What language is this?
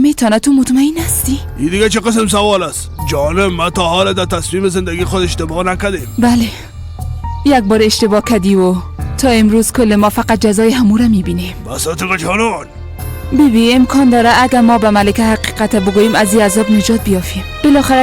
Persian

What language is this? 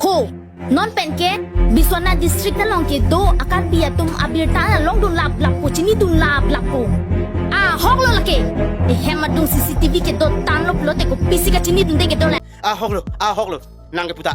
Karbi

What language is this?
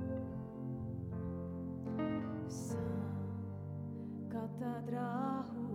Estonian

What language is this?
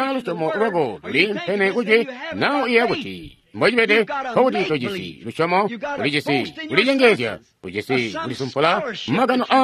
Tonga (Zambia)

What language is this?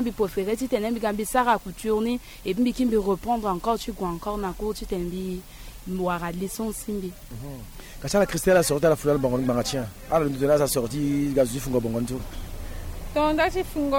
Sango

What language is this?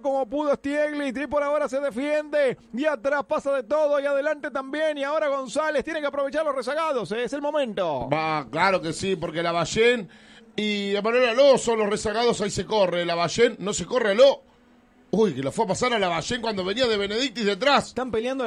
Spanish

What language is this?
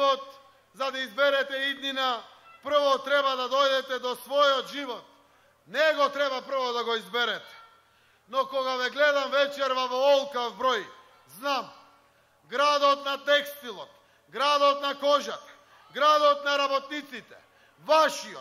Macedonian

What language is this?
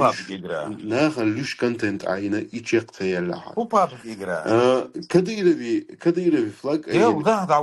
Chechen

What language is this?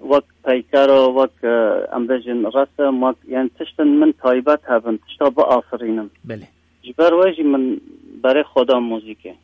Kurdish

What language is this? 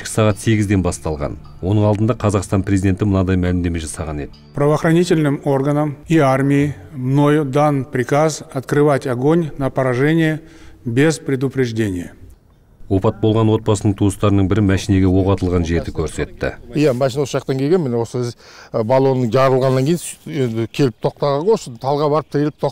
Kazakh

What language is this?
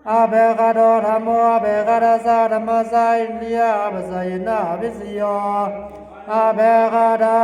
Pali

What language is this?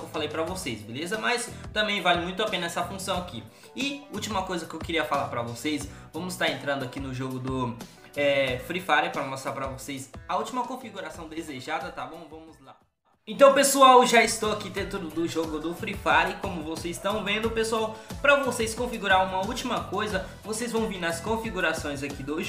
Portuguese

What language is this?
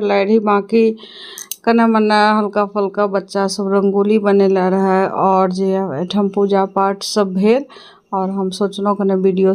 Maithili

